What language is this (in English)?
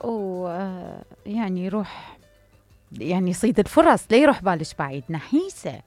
Mesopotamian Arabic